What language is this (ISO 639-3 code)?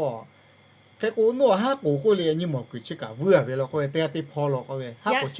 lhu